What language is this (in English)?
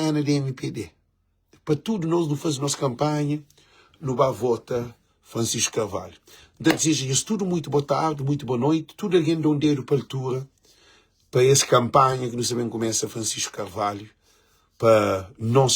Kabuverdianu